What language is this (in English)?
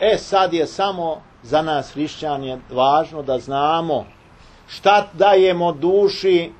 Serbian